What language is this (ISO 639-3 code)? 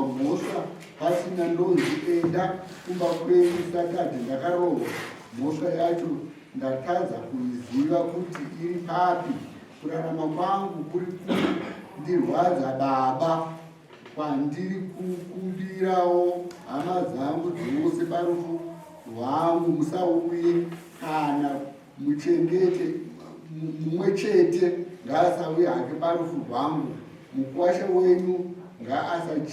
sna